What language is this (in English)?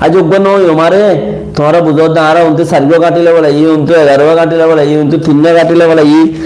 Rohingya